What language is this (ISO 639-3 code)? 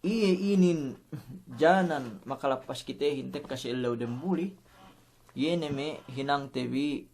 yka